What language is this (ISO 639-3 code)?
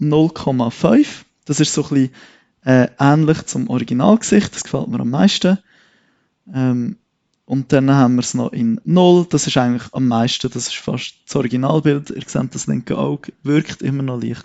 gsw